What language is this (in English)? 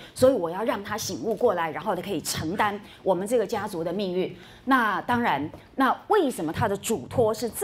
Chinese